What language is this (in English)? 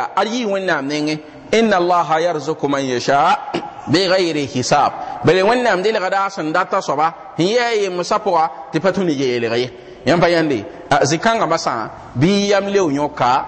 Mossi